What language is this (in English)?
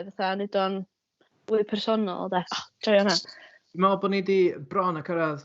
Welsh